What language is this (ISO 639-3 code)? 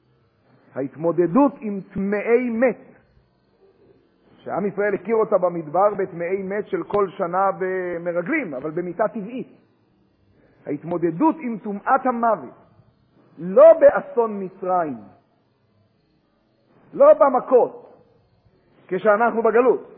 heb